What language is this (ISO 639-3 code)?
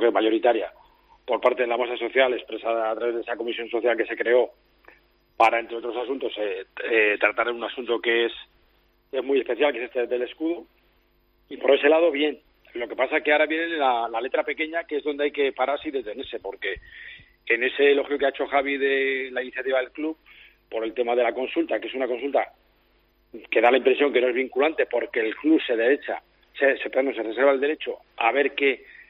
spa